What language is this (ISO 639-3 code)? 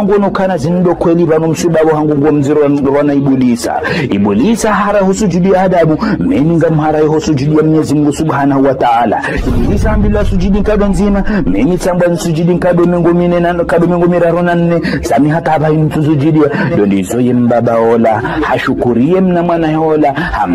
zdj